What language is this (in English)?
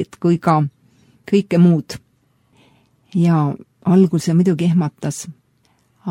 Estonian